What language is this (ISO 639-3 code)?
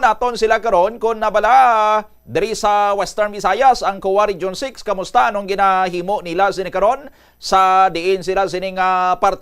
hil